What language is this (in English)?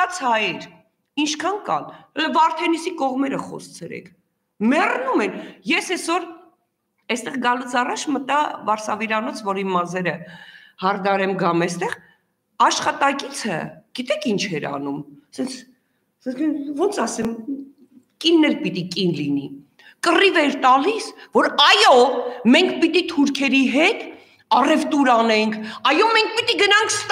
Armenian